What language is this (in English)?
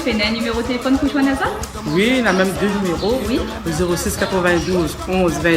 Réunion Creole French